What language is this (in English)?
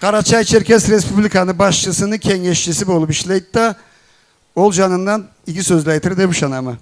Karachay-Balkar